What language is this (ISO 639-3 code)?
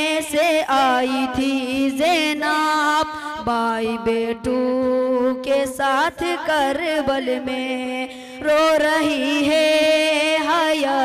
urd